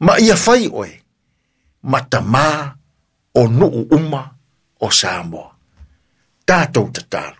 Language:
Samoan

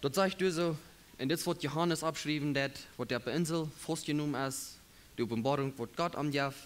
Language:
Plautdietsch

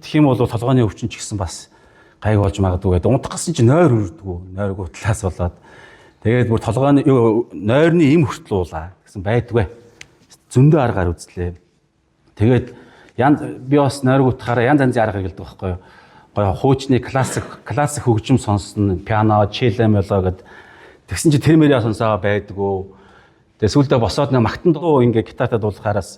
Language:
Mongolian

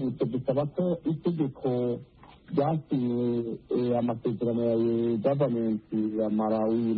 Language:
Kinyarwanda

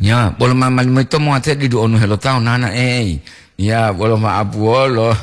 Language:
Gorontalo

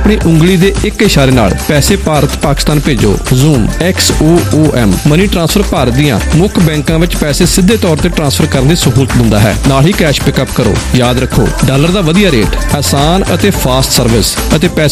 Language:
Punjabi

